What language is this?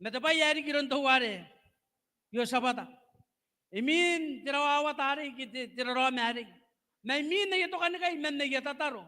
Gilbertese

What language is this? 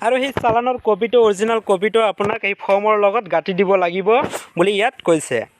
Assamese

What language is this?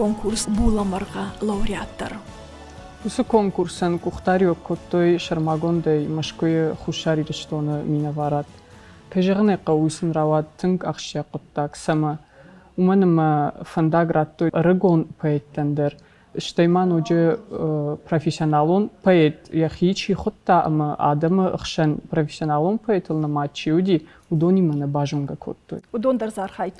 Ossetic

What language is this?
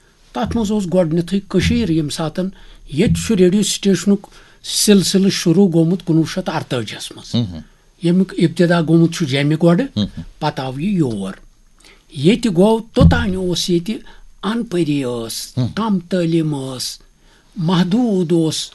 Kashmiri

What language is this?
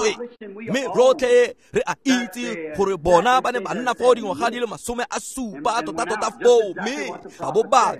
Tswana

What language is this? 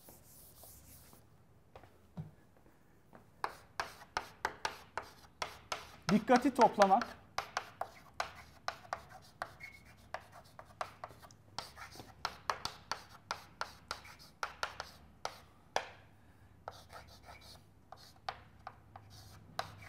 Turkish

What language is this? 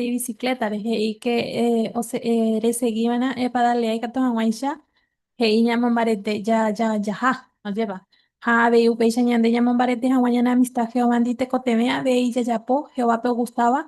Guarani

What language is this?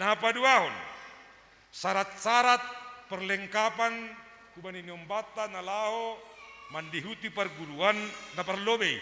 Batak Simalungun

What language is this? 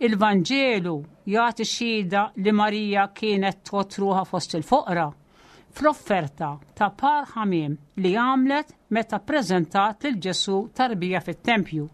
Maltese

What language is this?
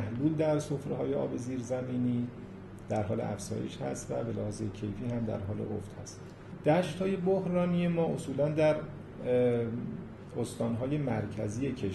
Persian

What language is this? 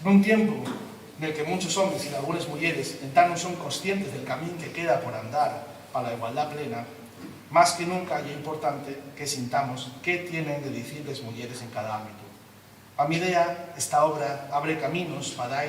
Asturian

